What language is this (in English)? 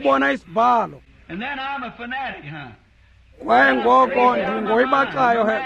Xhosa